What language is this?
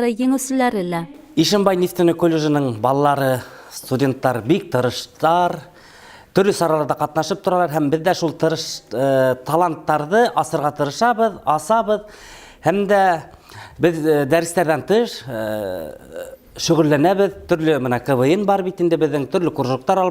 Bashkir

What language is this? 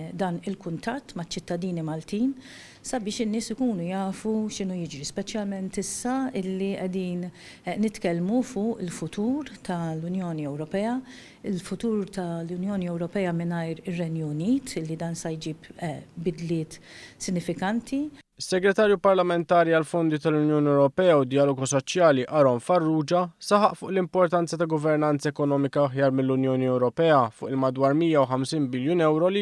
Maltese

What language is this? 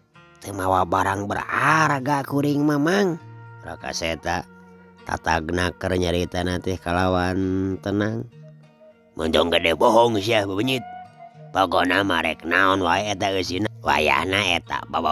Sundanese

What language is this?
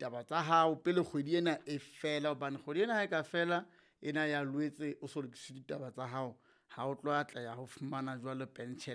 Southern Sotho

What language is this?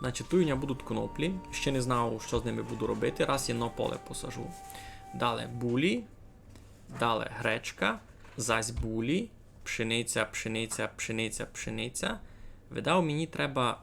Rusyn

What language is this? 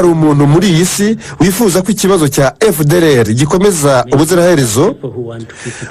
Kinyarwanda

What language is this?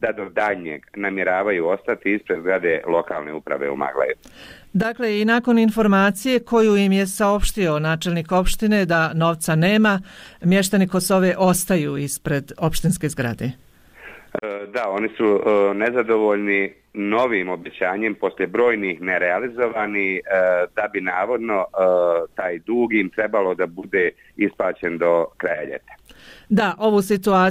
Bosnian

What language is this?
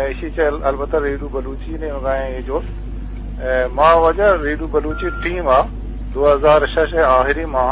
Eastern Balochi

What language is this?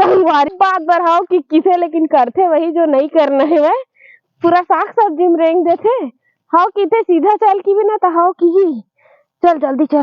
Chhattisgarhi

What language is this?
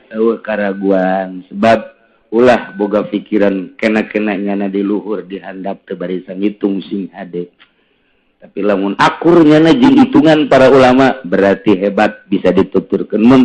Sundanese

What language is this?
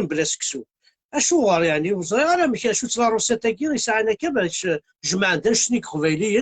Kabyle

